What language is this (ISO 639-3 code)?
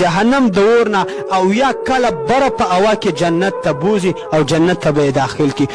pus